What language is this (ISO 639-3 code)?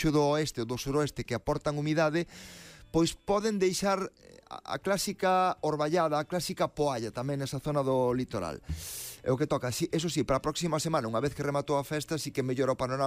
glg